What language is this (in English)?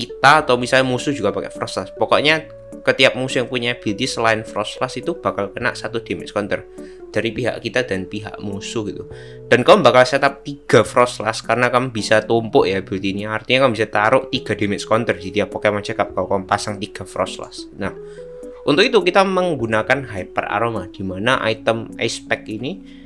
Indonesian